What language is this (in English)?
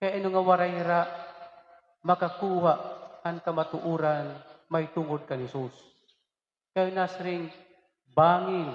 Waray